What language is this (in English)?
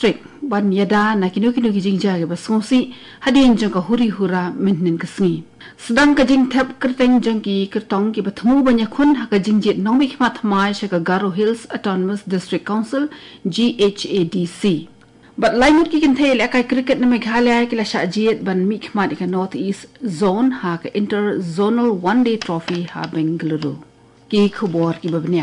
Khasi